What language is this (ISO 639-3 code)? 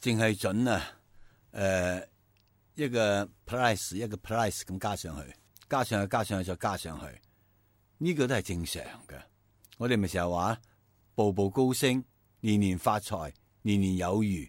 yue